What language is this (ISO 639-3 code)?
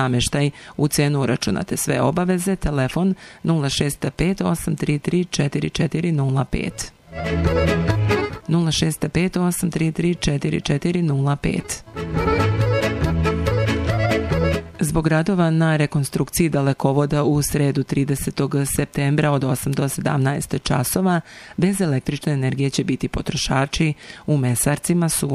srp